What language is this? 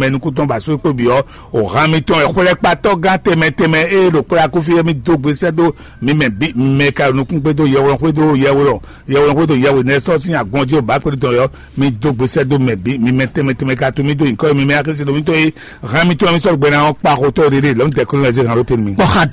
Fon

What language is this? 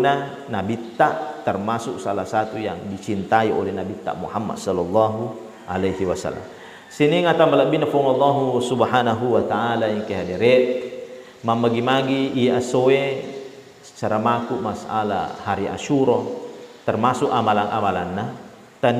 Buginese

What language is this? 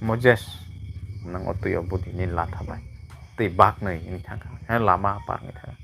Kok Borok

